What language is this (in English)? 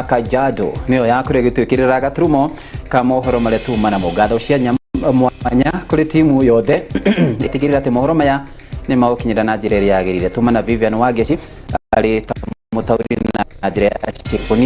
Kikuyu